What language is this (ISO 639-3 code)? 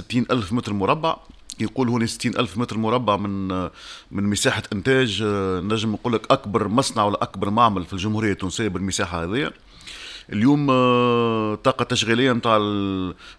aeb